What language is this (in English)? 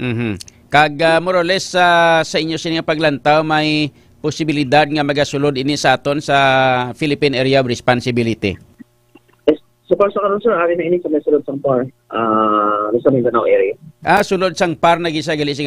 Hiligaynon